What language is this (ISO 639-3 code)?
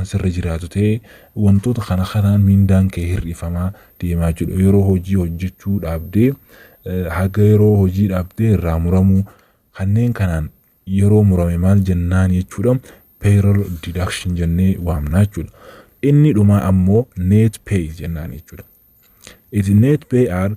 orm